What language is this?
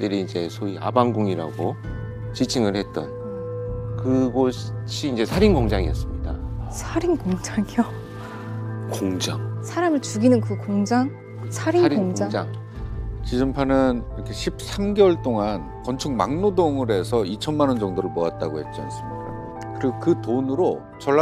Korean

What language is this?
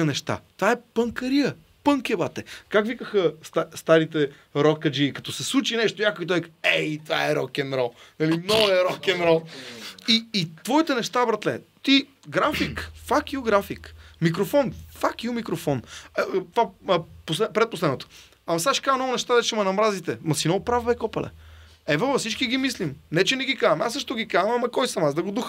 Bulgarian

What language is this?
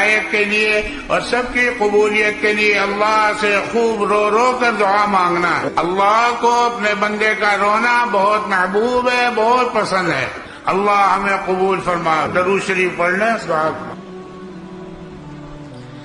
Urdu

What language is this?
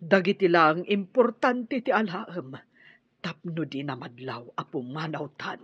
Iloko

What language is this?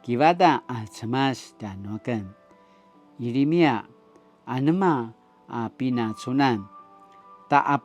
Paiwan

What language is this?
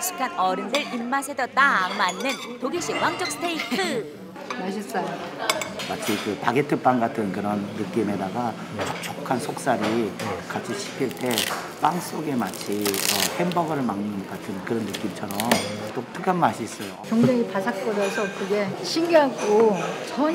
Korean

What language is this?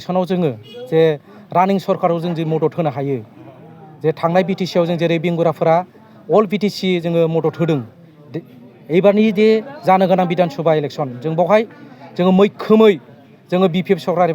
Bodo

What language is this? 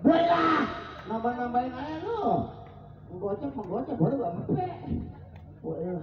Betawi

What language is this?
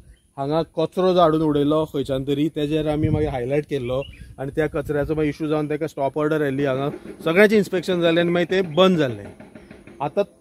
Konkani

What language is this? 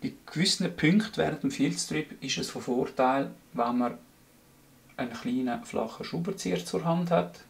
Swiss German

